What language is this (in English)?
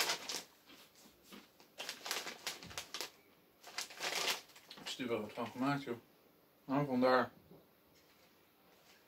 Dutch